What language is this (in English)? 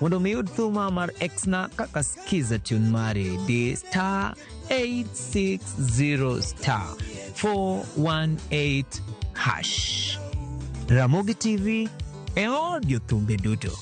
Luo (Kenya and Tanzania)